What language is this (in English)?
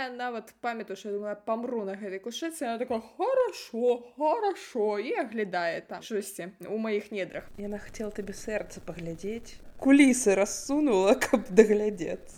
Belarusian